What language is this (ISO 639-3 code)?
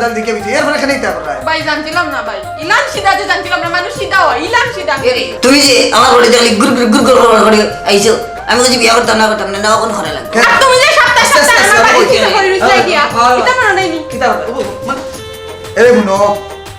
syl